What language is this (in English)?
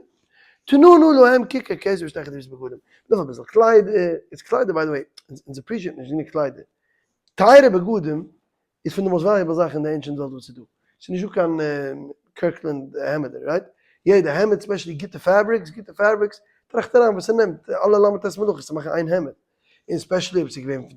Yiddish